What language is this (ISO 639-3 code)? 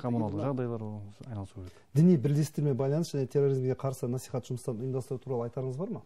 kaz